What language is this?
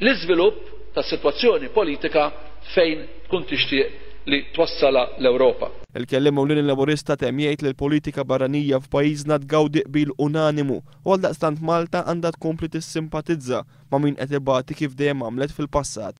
Maltese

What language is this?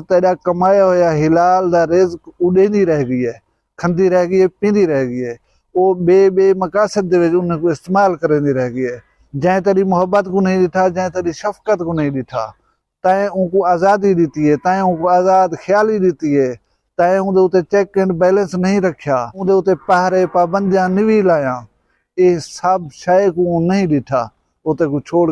Saraiki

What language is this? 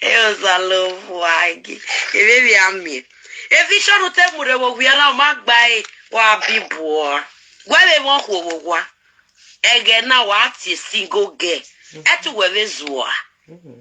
Nigerian Pidgin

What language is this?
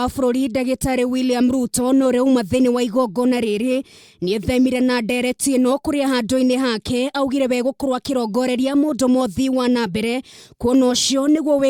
Kikuyu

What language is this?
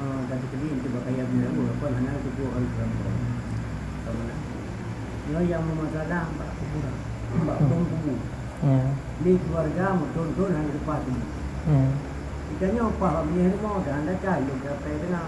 Achinese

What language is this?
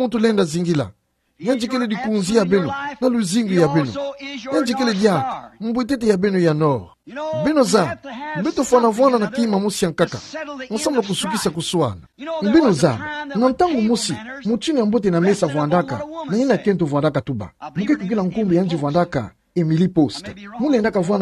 Kituba (Democratic Republic of Congo)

